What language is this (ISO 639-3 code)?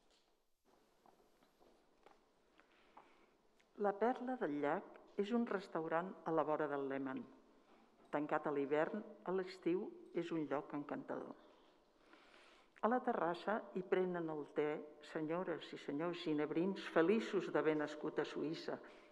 cat